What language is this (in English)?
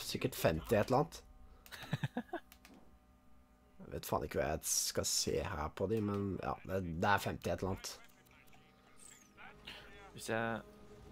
Norwegian